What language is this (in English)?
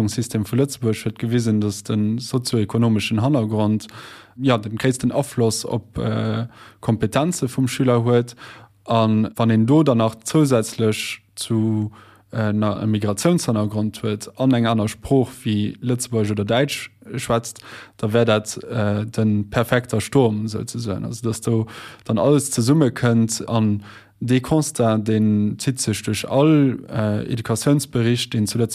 Luxembourgish